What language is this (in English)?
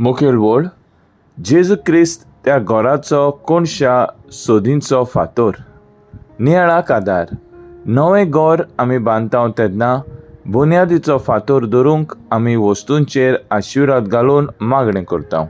Konkani